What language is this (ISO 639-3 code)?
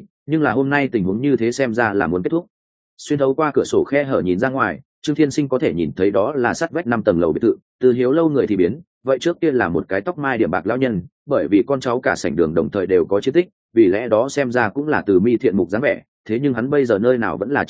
vie